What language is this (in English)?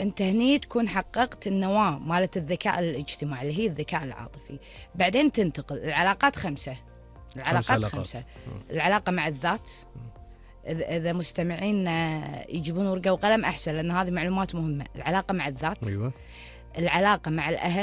Gulf Arabic